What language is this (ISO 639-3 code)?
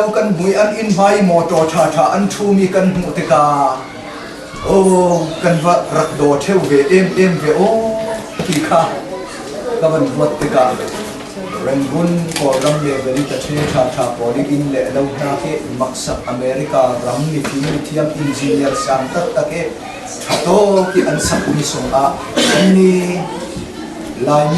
cnh